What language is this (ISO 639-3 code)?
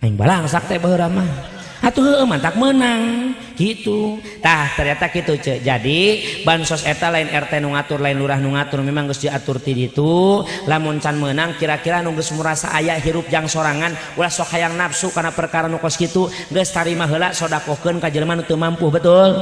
sun